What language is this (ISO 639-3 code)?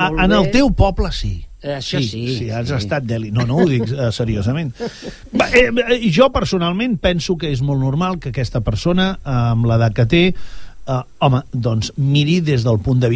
cat